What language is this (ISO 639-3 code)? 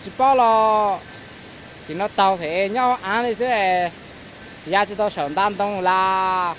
hmn